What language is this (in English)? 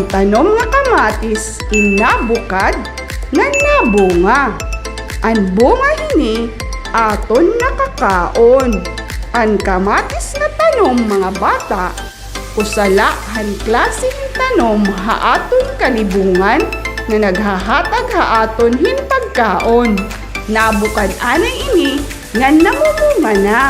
Waray